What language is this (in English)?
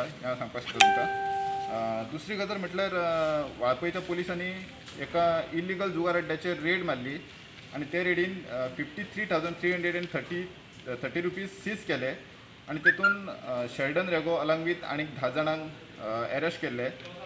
Konkani